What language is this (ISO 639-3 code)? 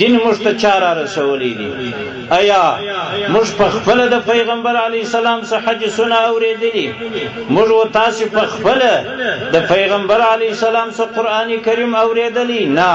pus